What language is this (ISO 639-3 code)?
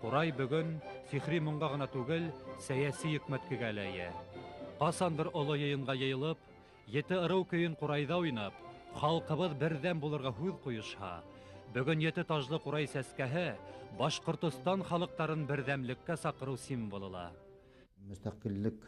bak